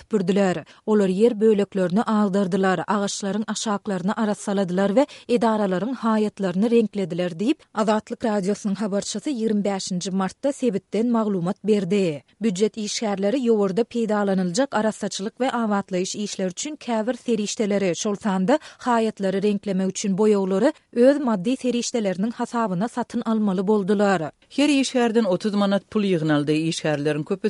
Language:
Turkmen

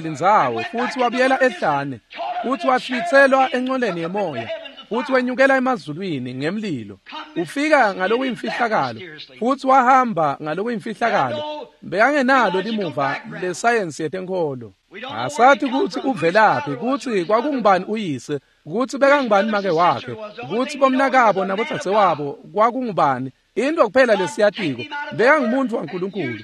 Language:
Swati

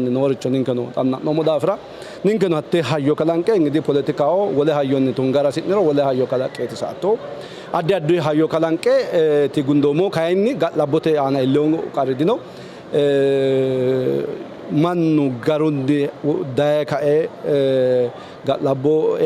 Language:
Sidamo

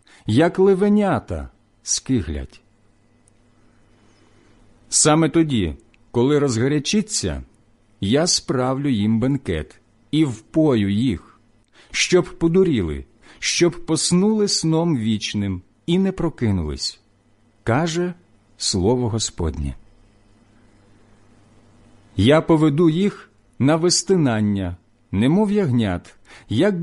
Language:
Ukrainian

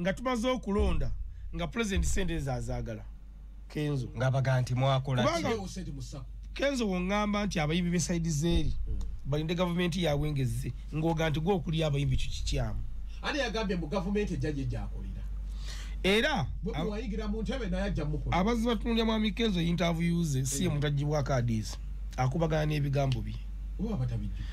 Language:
Ganda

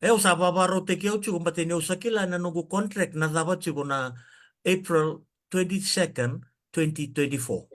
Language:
Fijian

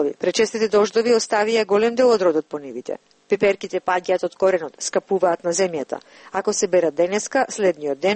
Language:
Macedonian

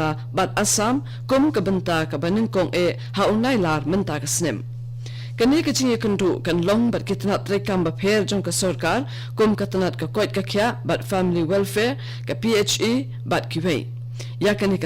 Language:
Khasi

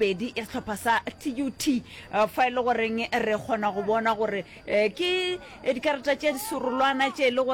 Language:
Northern Sotho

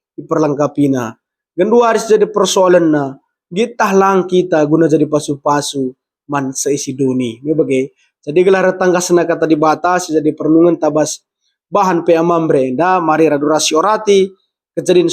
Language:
Batak Karo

